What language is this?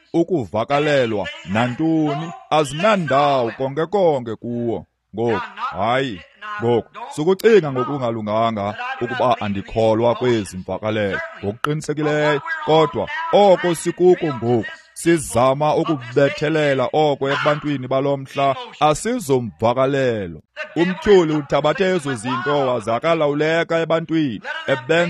Xhosa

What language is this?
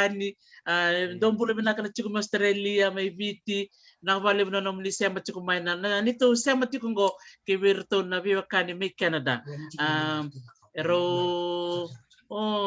Fijian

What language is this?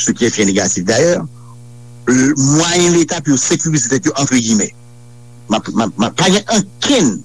Haitian Creole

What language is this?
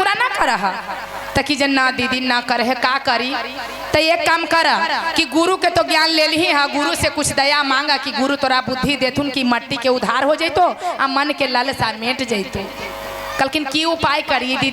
Magahi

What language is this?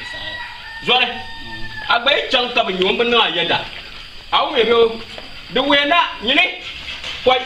Dagbani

